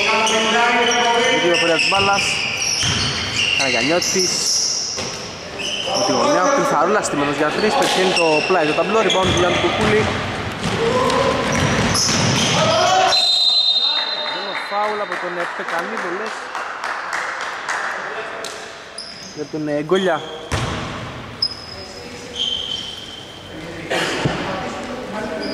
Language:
Greek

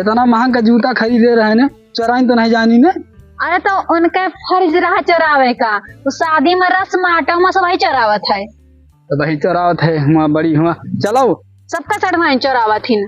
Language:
Awadhi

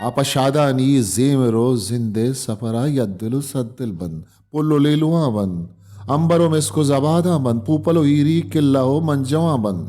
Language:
Baluchi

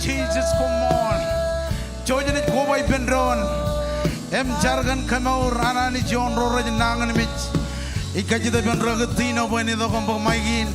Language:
Marshallese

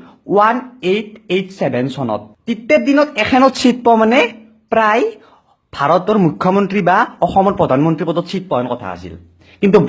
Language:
Assamese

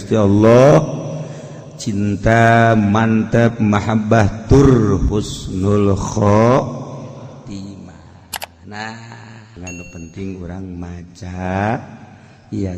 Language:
Sundanese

